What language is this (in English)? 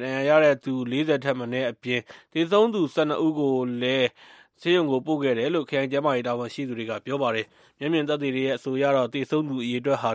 Burmese